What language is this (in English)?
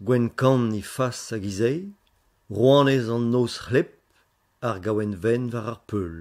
Breton